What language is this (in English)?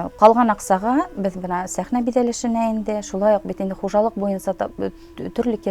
Bashkir